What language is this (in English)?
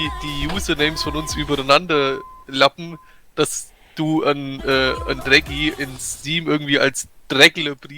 Bavarian